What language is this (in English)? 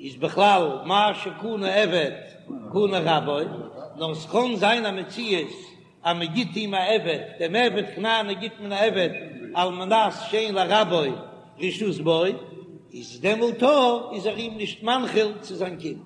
Yiddish